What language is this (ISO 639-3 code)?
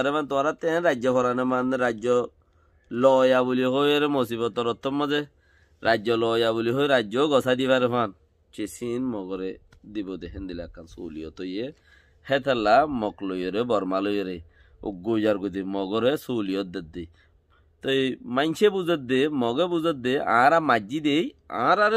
rhg